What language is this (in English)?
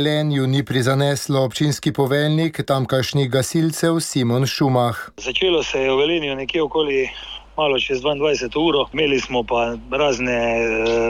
Slovenian